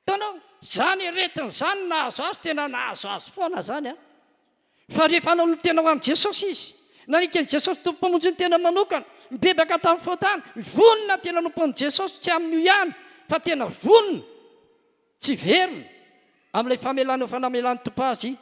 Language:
Malagasy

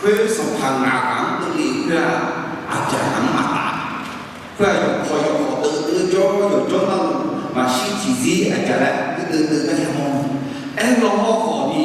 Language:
Akha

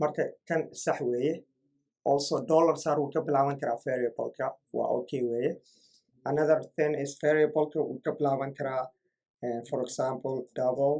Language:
Somali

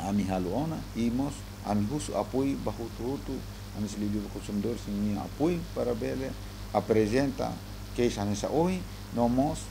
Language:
Tetum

